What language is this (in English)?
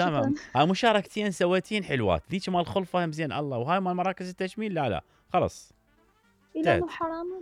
Mesopotamian Arabic